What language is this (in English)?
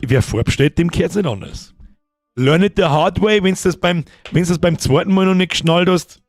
Bavarian